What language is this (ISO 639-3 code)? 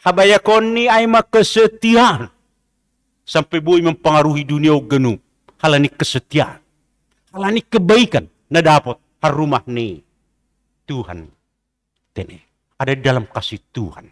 bts